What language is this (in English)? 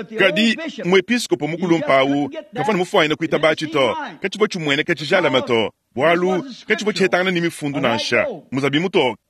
Luba-Lulua